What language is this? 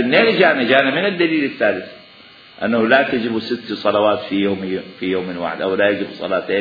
Mesopotamian Arabic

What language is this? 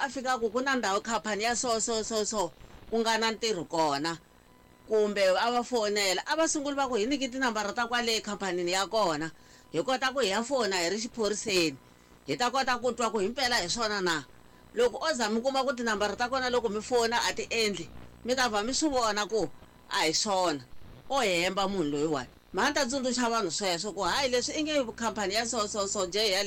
Tsonga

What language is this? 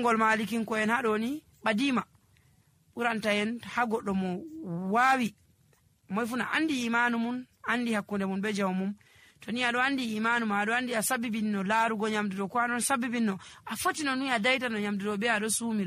Nigerian Fulfulde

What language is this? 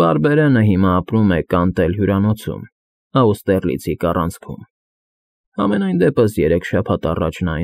Armenian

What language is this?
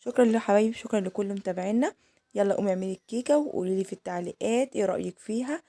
Egyptian Arabic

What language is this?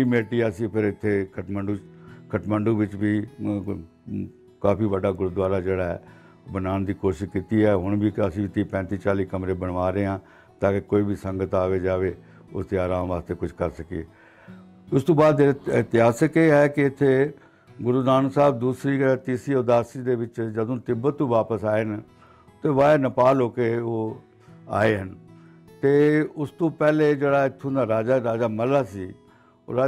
Punjabi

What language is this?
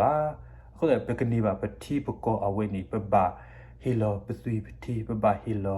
S'gaw Karen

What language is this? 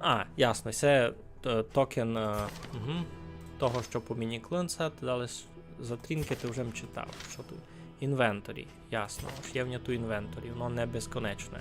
Rusyn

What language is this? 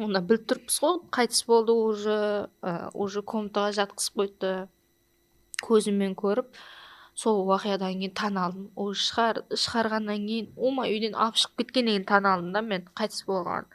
Kara-Kalpak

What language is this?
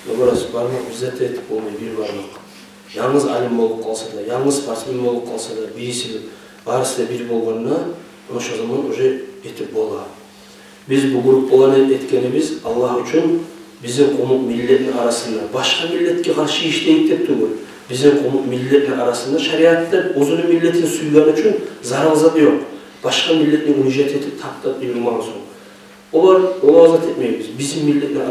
Kumyk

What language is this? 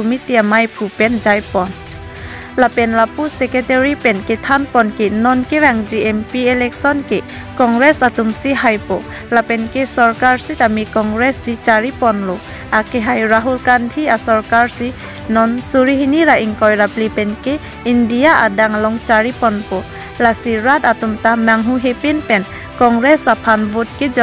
Karbi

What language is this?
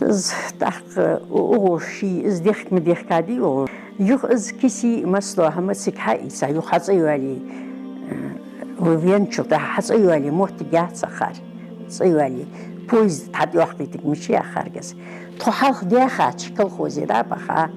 Ingush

